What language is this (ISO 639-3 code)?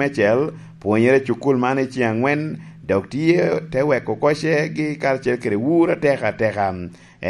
laj